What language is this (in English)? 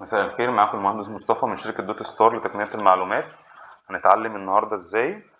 Egyptian Arabic